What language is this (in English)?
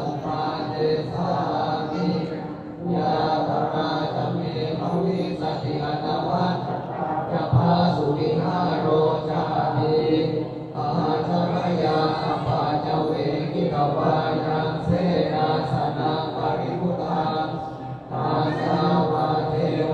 Pali